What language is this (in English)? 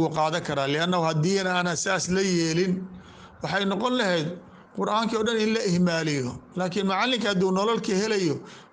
Somali